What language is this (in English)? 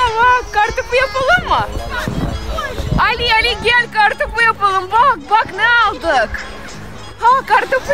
Turkish